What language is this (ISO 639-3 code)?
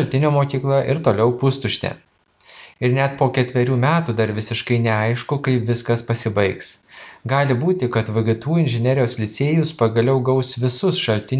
lit